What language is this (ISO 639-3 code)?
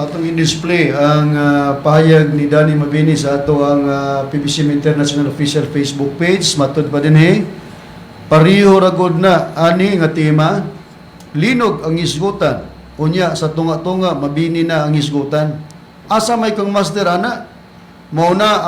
ceb